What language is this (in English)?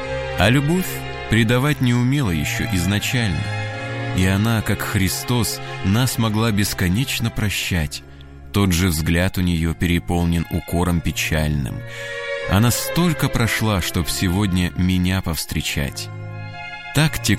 Russian